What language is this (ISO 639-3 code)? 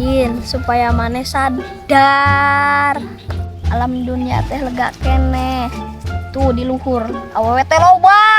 sun